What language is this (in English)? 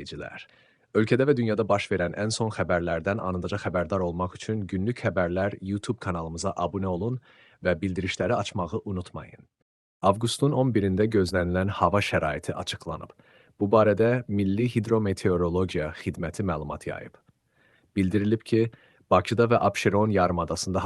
Azerbaijani